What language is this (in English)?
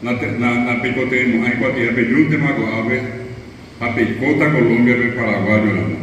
Guarani